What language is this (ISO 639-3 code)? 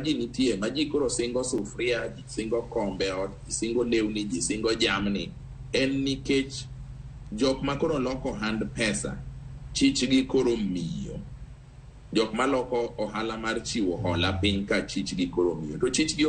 luo